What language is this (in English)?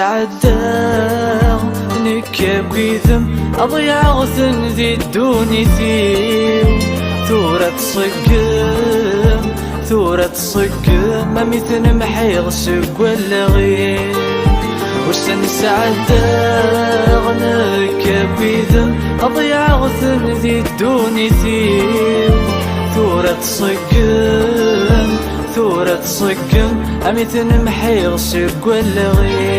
Kabyle